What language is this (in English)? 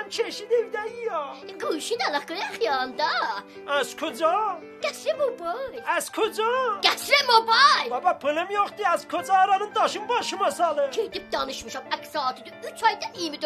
South Azerbaijani